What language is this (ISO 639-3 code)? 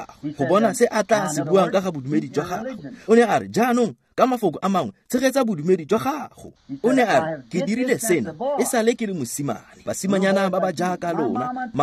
tsn